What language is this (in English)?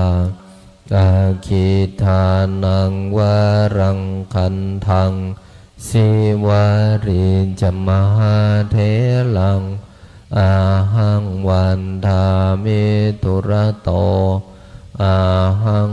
Pali